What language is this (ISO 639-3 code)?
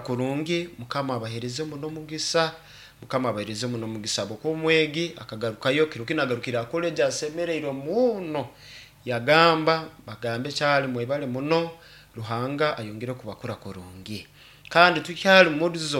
nyn